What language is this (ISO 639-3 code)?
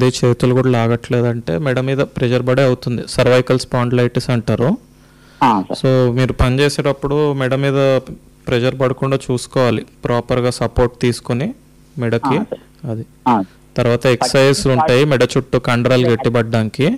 tel